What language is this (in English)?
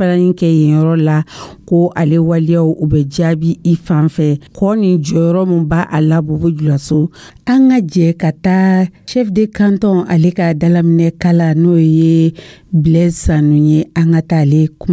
Dyula